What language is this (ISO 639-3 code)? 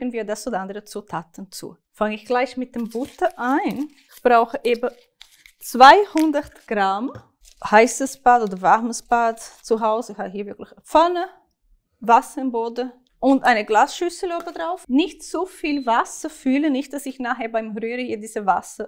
gsw